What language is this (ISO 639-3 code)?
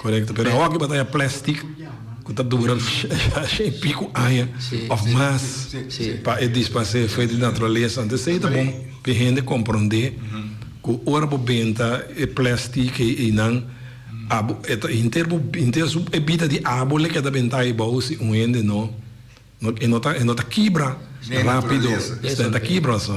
pap